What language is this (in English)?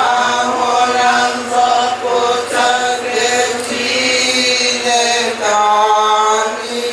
Igbo